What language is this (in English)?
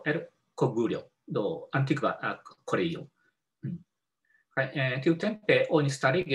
Esperanto